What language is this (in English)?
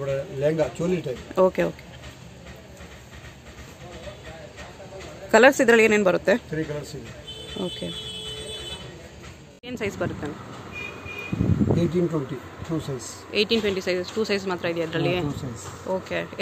Kannada